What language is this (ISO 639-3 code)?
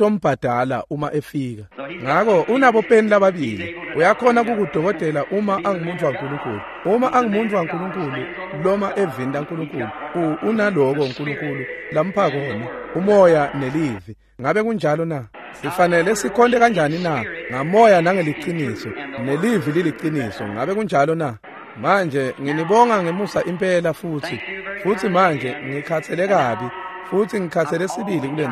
ssw